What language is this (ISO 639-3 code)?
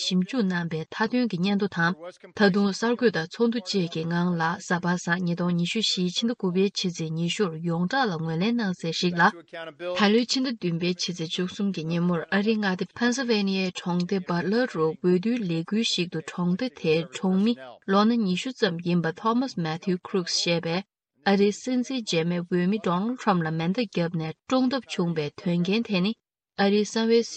bod